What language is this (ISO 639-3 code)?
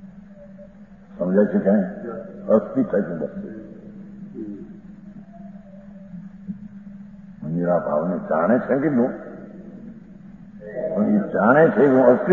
guj